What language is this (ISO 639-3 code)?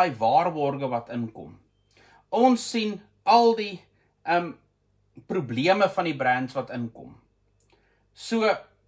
afr